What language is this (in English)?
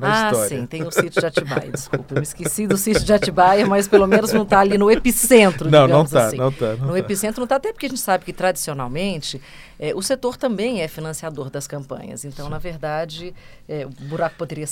Portuguese